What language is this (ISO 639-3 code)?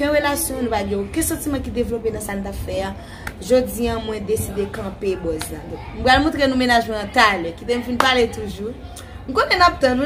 hat